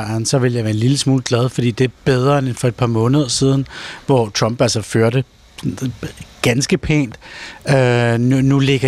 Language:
Danish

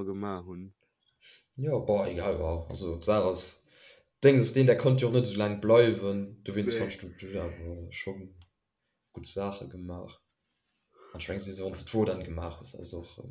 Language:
Luxembourgish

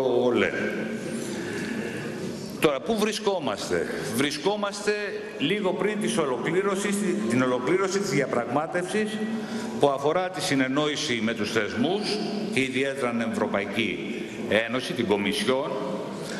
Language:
Greek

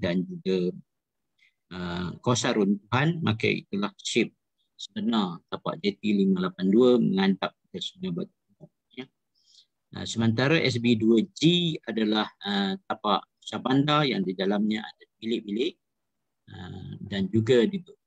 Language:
Malay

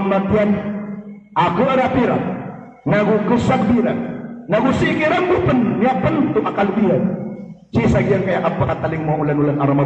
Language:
Maranao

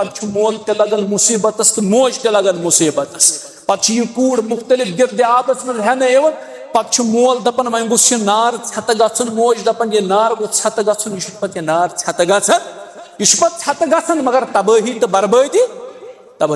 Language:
Kashmiri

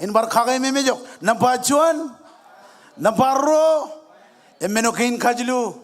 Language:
Marshallese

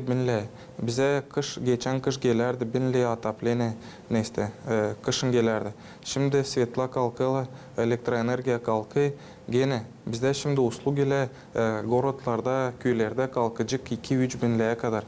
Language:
Gagauz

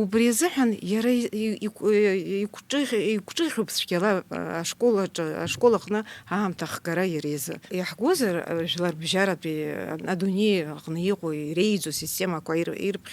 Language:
Abkhazian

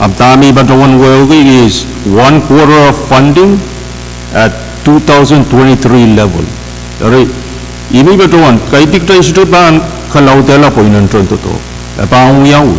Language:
Pohnpeian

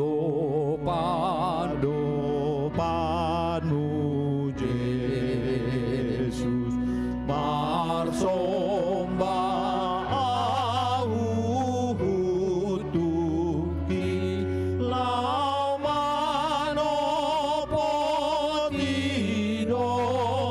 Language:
Batak Toba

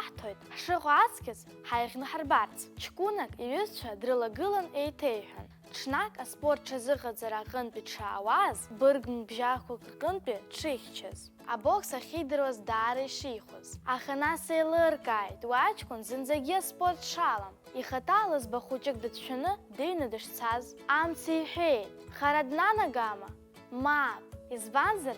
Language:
Abkhazian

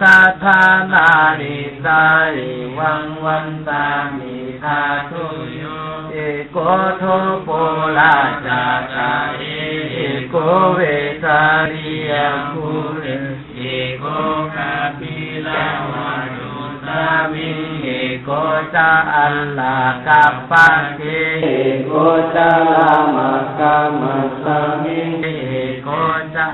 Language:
Pali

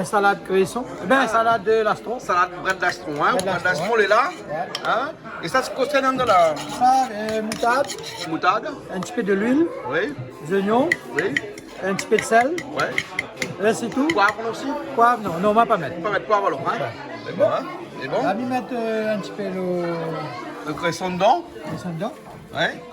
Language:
Réunion Creole French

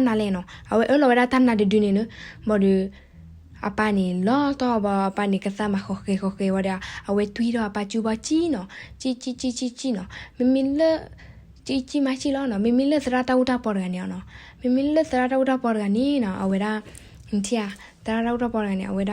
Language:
S'gaw Karen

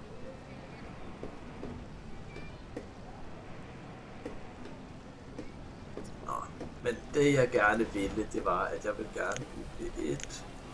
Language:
Danish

